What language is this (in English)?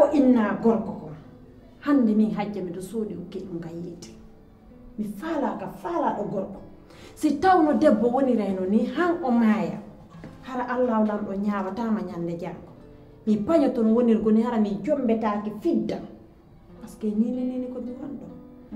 Pular